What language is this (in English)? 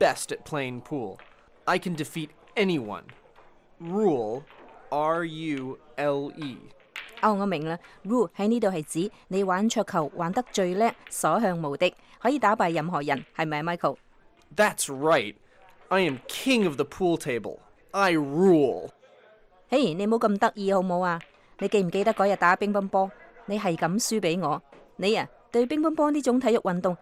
Cantonese